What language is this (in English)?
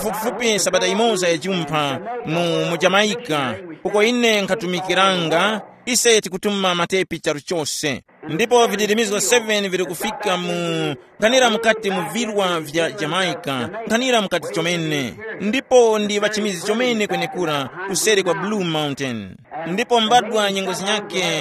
Tumbuka